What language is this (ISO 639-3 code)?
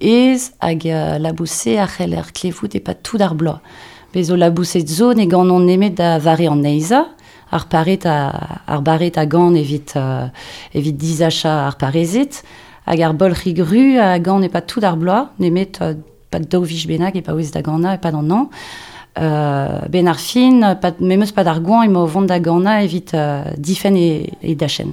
bre